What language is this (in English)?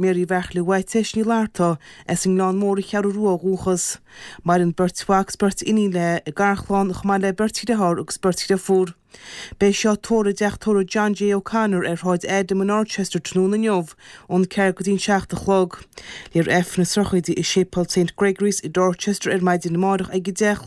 Irish